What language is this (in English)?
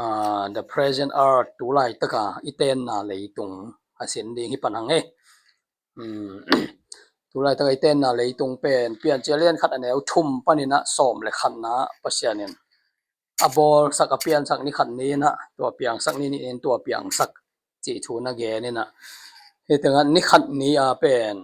Tedim Chin